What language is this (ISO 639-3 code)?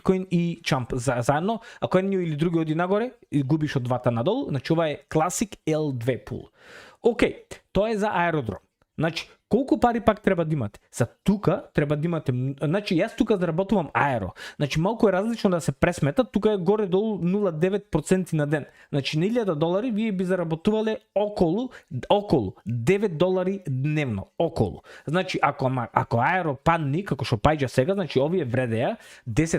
mkd